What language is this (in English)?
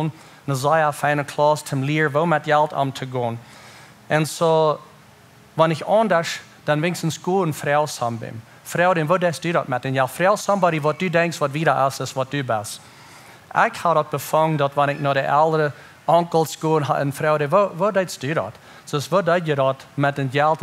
Plautdietsch